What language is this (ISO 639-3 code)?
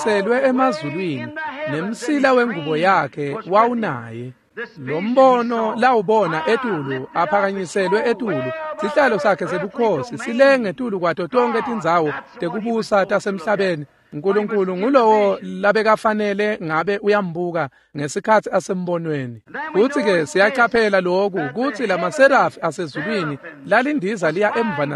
ssw